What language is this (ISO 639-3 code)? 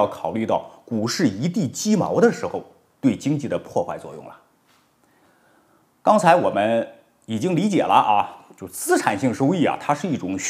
zho